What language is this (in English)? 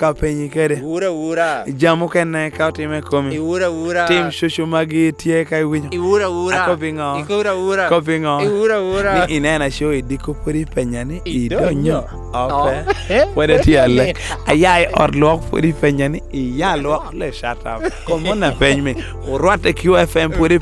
Lango (Uganda)